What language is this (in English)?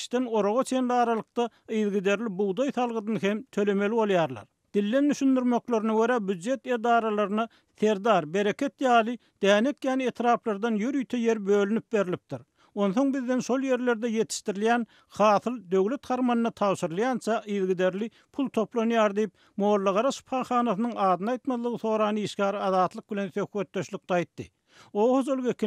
Turkmen